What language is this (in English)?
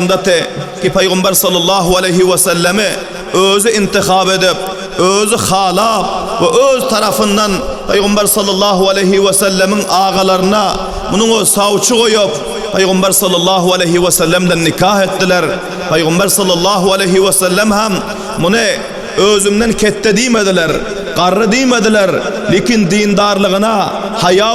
Turkmen